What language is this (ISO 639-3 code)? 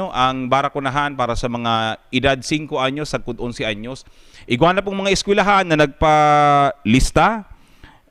bik